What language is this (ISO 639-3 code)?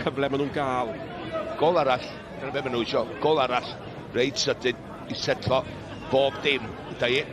cym